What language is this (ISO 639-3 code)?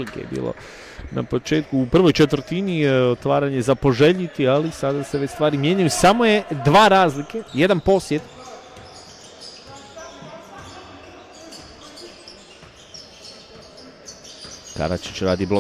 hrv